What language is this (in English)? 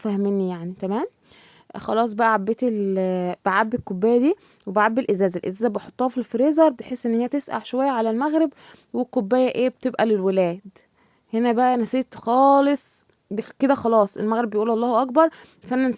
Egyptian Arabic